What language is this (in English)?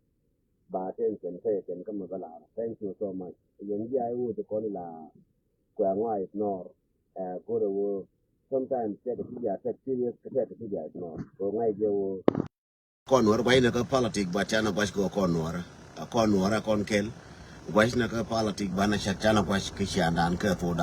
Nuer